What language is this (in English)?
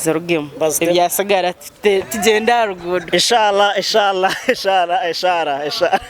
Nyankole